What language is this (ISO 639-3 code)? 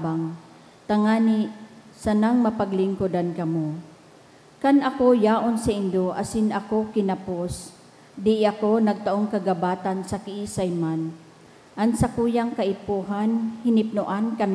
bik